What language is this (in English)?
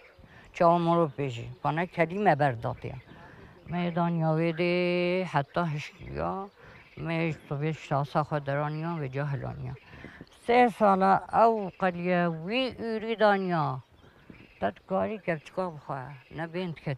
Kurdish